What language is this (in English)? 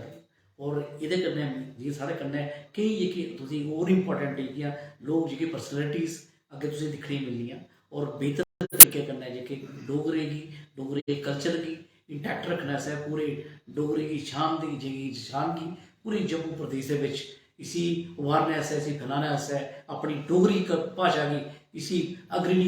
Dogri